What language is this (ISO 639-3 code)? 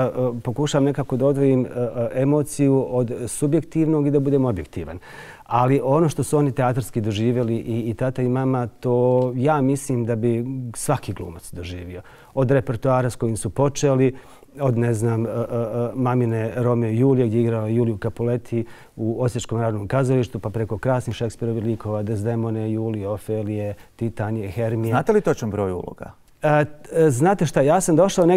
bos